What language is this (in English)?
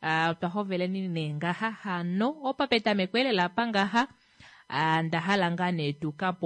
Kuanyama